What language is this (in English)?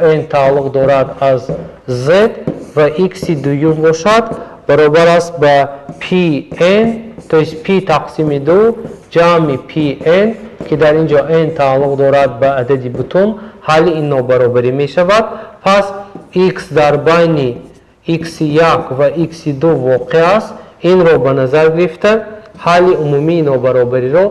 Tajik